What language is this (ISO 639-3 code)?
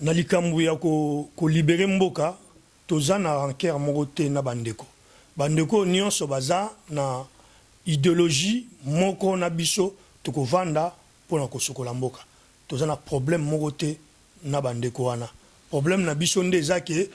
lin